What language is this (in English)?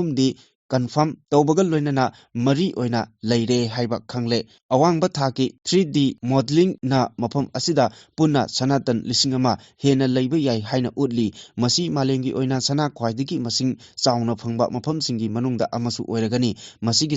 Manipuri